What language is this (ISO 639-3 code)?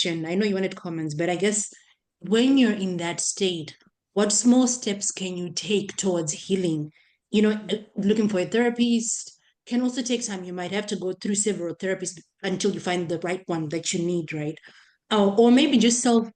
eng